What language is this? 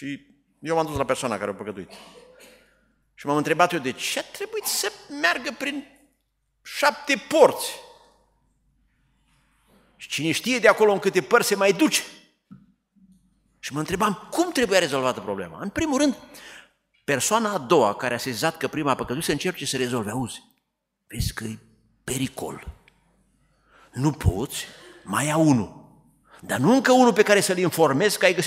Romanian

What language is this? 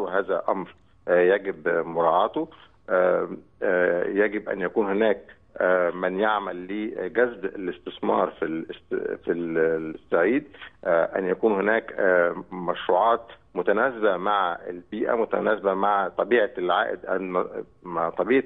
Egyptian Arabic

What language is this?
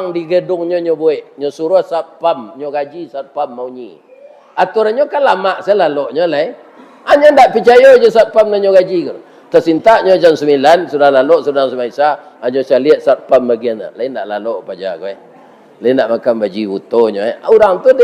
Minangkabau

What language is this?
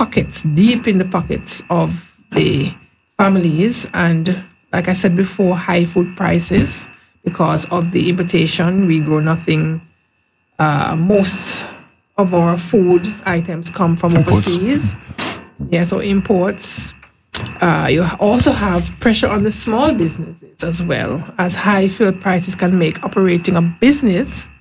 English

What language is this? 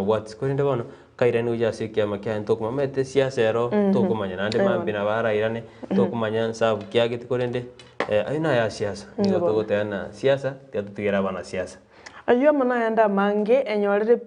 Gusii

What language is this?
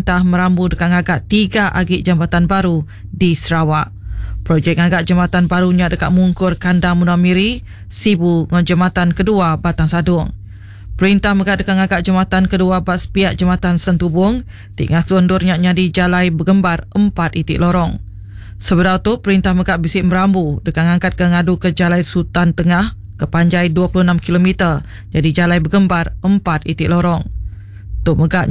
Iban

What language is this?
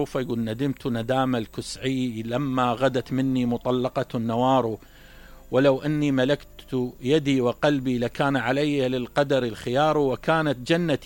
Mesopotamian Arabic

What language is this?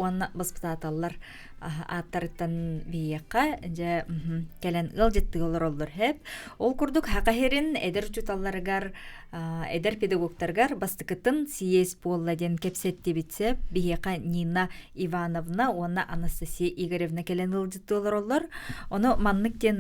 Yakut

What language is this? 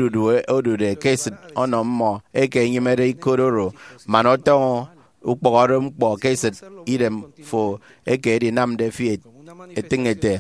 Efik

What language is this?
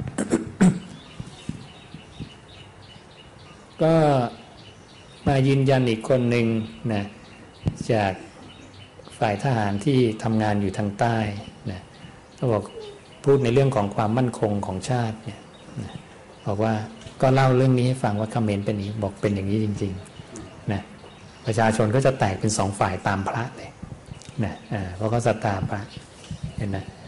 Thai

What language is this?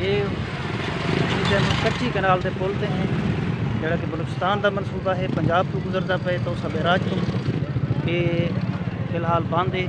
Saraiki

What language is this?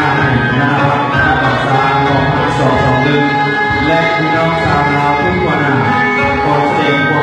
Lao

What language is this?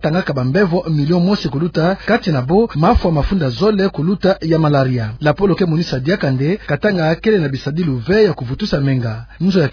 Kituba (Democratic Republic of Congo)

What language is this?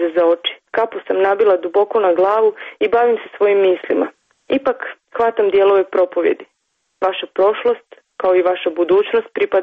Croatian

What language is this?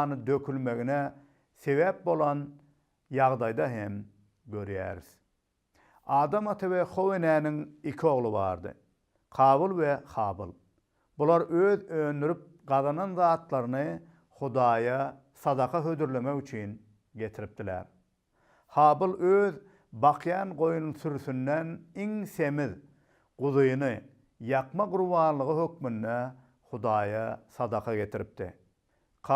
Turkmen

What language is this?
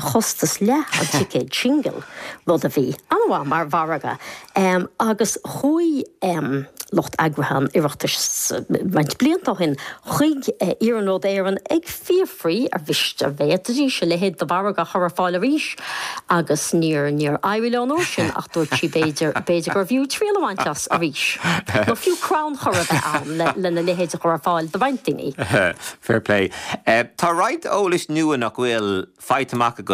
Irish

